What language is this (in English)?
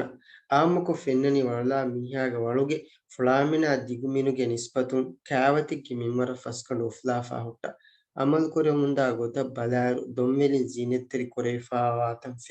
Divehi